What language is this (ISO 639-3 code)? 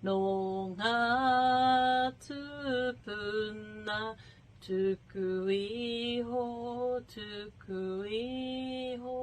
mri